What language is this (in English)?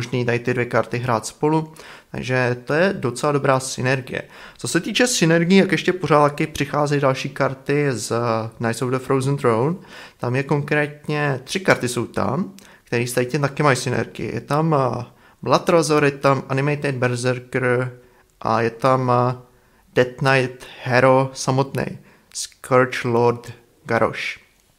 Czech